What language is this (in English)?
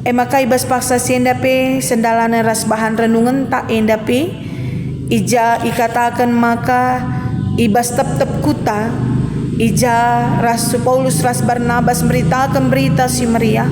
Batak Karo